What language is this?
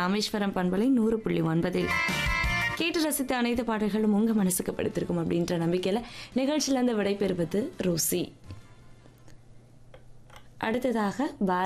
Tamil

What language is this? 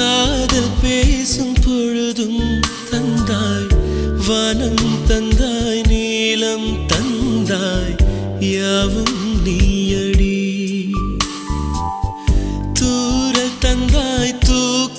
Tamil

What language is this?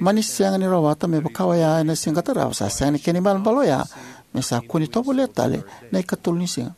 Fijian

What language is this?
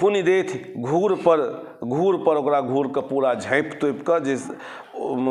Maithili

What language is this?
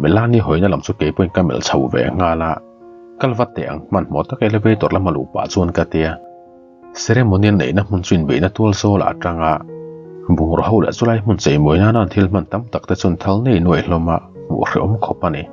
Mizo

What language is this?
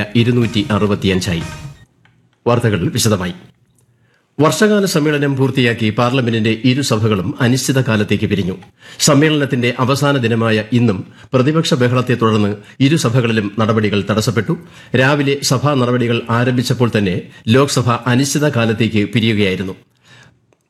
Malayalam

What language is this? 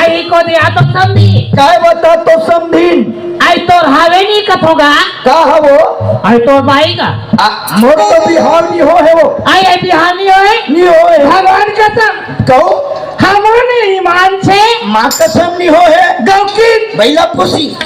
Chhattisgarhi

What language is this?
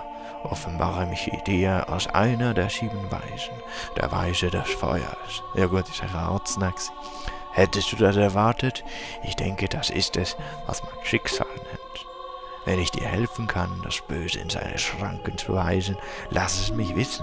Swiss German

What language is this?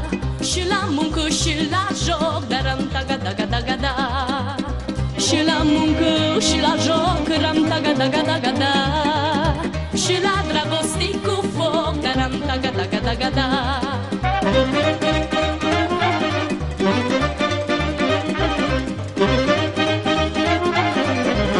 Romanian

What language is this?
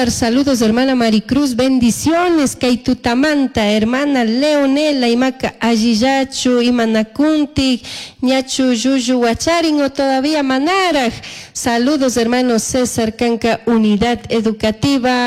Chimborazo Highland Quichua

